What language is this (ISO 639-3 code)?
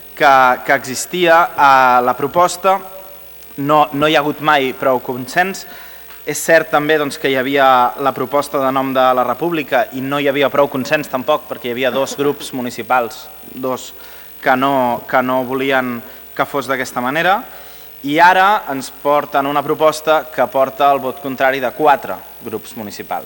cat